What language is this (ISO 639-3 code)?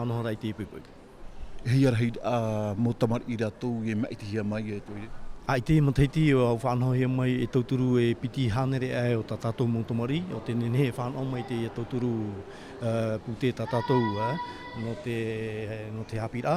tah